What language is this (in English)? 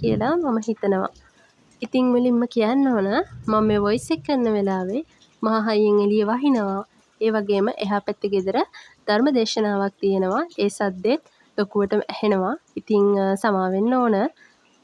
Sinhala